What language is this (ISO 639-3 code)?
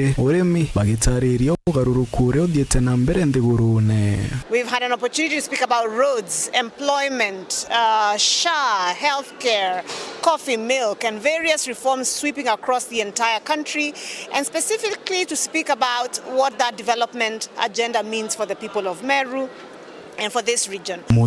mer